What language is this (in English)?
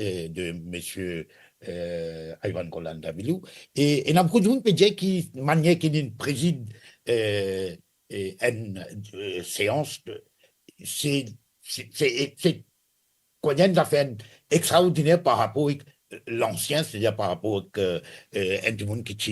Morisyen